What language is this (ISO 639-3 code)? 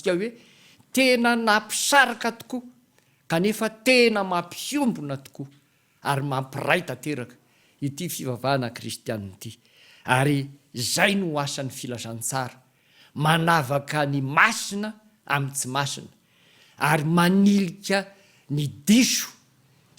mlg